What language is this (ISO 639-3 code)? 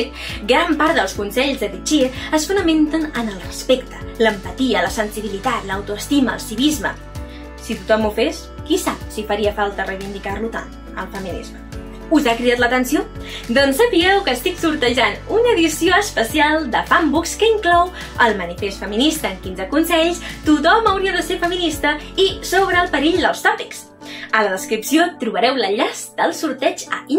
cat